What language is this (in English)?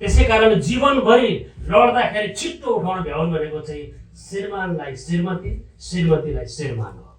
Nepali